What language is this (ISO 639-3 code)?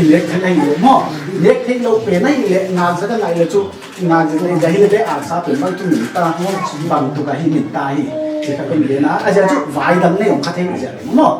pck